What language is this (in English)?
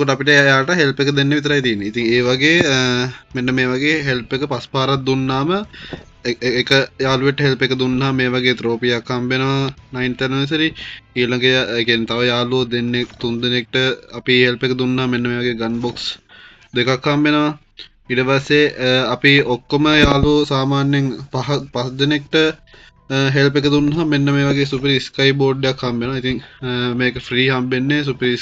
Sinhala